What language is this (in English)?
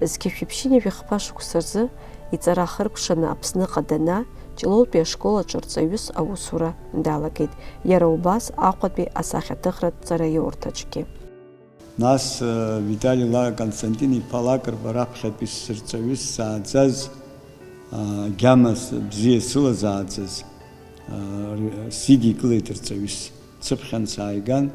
Abkhazian